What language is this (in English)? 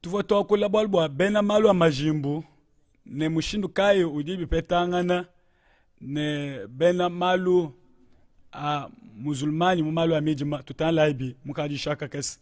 Luba-Lulua